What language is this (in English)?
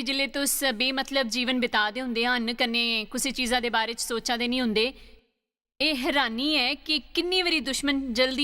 Dogri